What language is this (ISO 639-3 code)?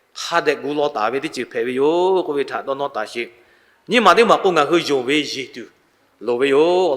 lhu